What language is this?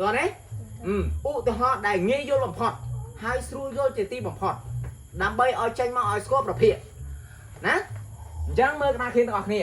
Khmer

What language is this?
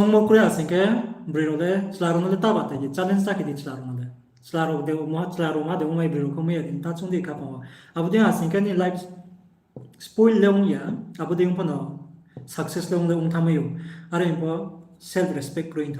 Riang (India)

